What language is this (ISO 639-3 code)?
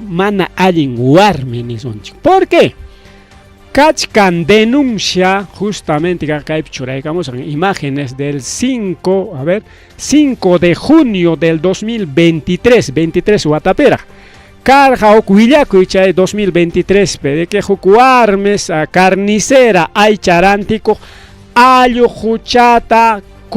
quy